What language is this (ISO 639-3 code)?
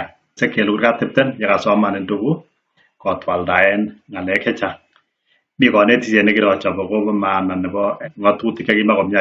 kln